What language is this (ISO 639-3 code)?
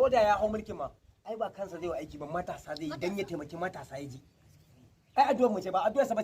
hau